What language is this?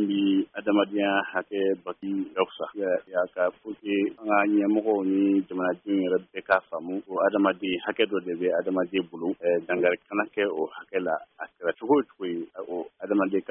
Bambara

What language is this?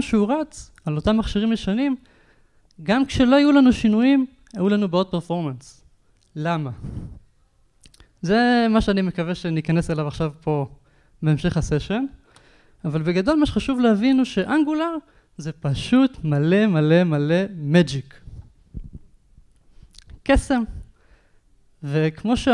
Hebrew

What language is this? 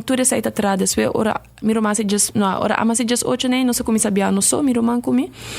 Papiamento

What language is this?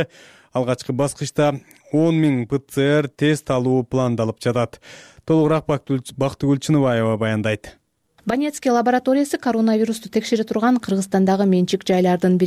Kyrgyz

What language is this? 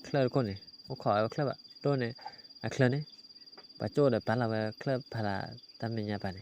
S'gaw Karen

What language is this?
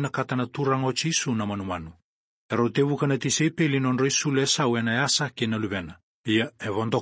Fijian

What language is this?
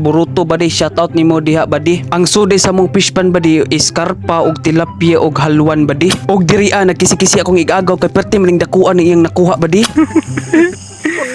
Cebuano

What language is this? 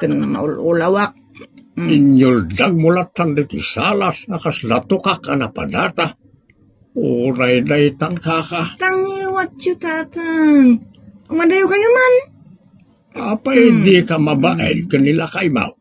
Iloko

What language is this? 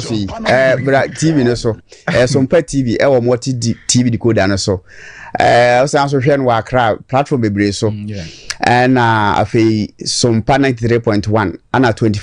Akan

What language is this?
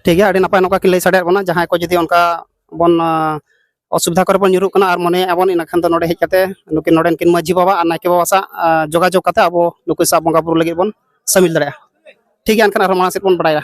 Santali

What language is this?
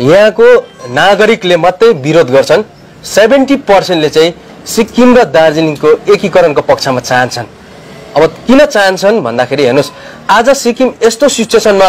Nepali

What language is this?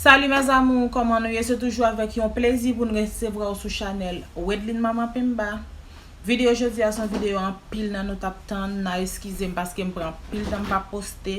Haitian Creole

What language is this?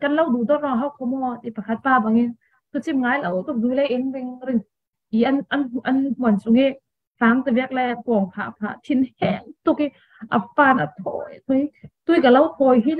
Falam Chin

